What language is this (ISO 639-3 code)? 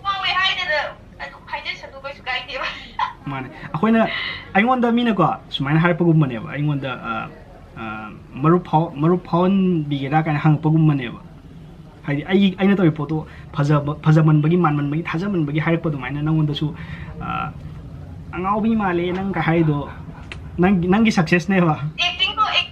mni